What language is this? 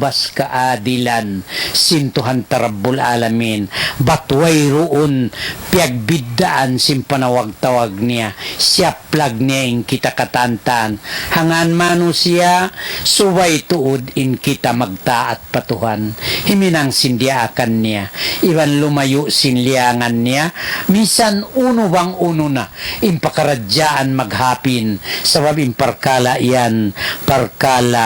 Tausug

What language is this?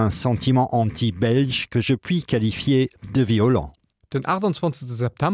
Luxembourgish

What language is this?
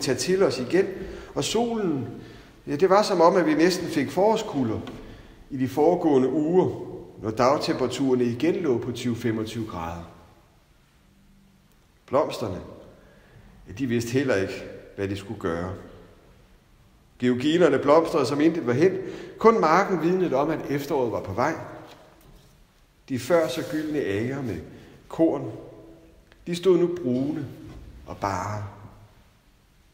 Danish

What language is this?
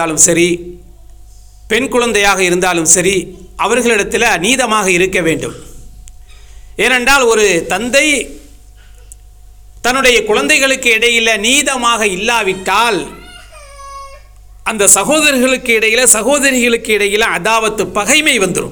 Tamil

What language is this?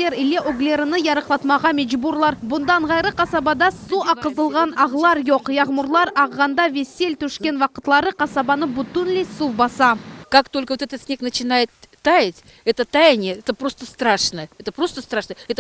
Crimean Tatar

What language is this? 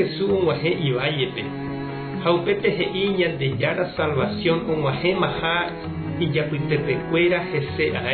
Guarani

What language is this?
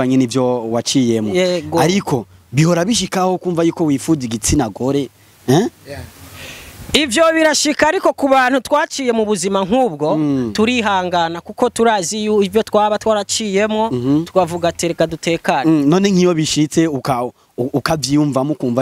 Rundi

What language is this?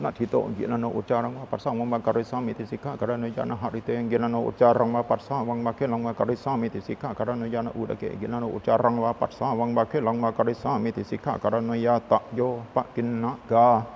Pali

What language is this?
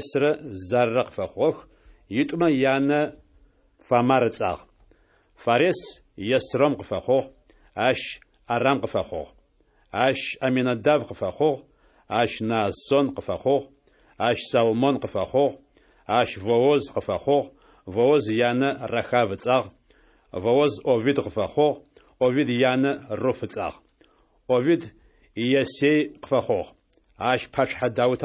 Adyghe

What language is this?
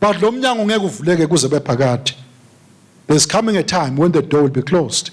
Swati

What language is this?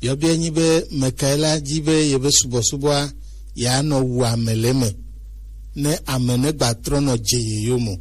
Gen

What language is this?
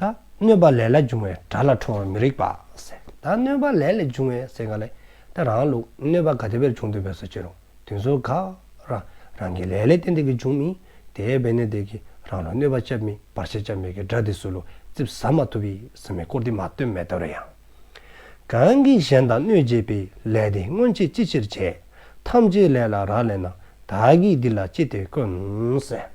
Dzongkha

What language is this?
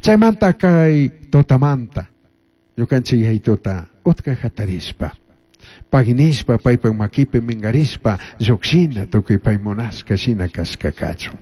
Chimborazo Highland Quichua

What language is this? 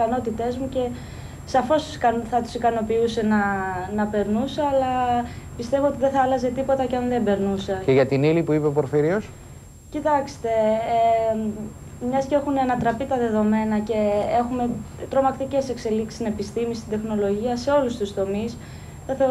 Greek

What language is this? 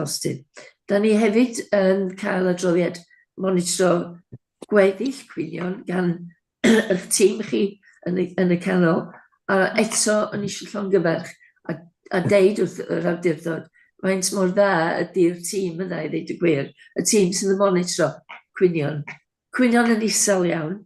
Welsh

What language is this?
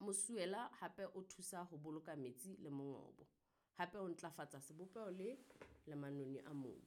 Southern Sotho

